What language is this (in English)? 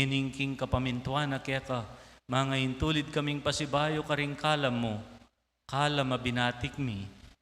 Pampanga